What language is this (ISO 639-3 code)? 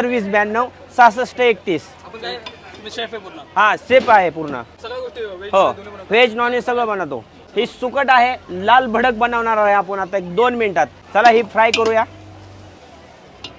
mar